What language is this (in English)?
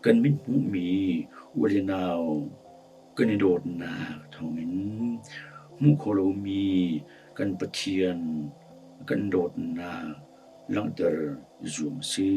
Hakha Chin